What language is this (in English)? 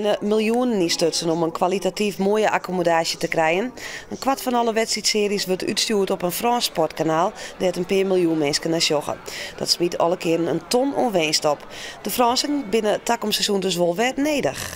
Western Frisian